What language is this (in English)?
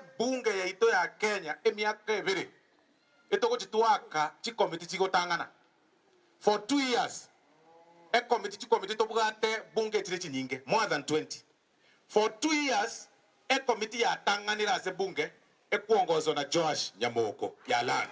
Gusii